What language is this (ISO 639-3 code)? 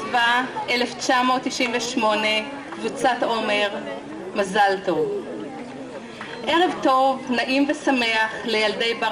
heb